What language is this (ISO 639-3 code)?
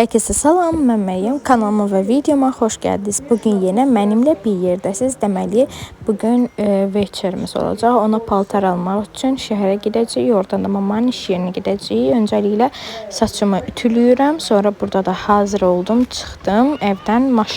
aze